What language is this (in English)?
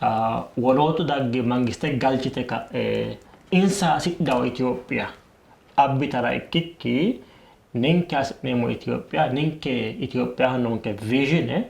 Sidamo